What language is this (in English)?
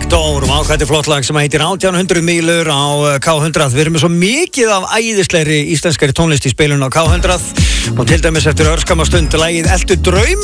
Icelandic